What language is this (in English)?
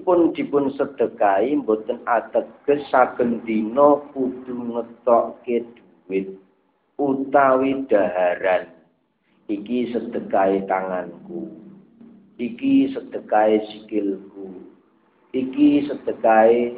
Javanese